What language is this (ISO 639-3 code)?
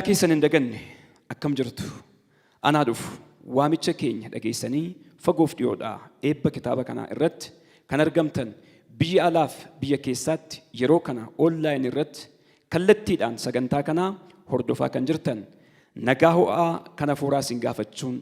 orm